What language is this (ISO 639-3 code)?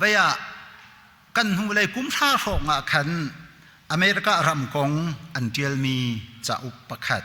cnh